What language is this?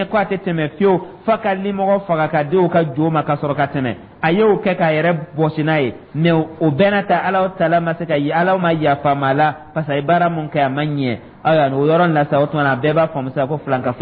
Dyula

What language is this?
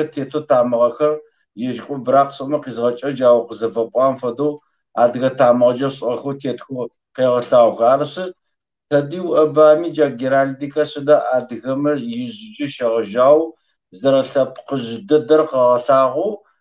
Kabardian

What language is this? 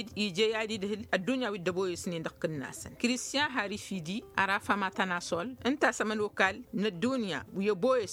Tamasheq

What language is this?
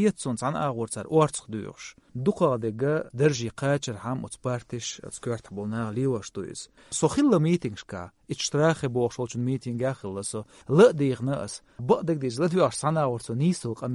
Chechen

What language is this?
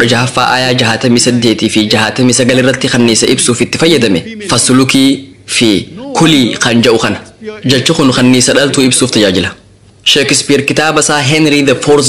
Oromo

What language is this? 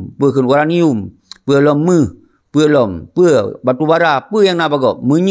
Achinese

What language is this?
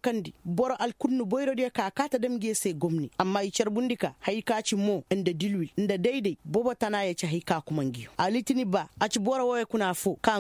Koyraboro Senni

